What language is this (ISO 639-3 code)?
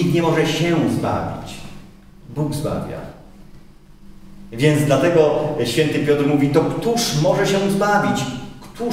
pol